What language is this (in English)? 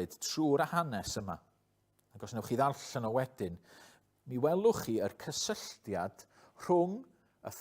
Welsh